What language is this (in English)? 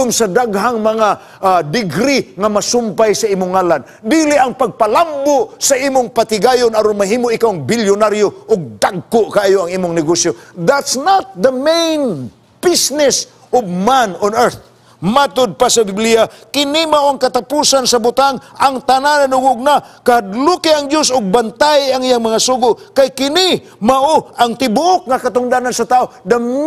Cebuano